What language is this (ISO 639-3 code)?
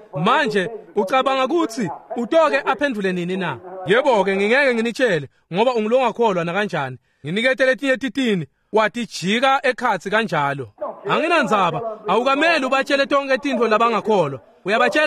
ssw